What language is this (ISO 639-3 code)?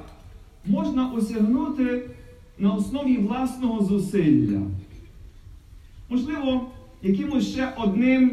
ukr